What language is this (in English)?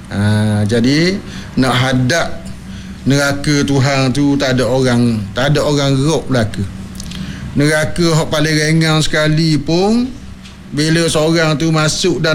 Malay